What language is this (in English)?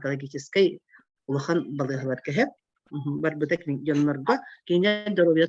Yakut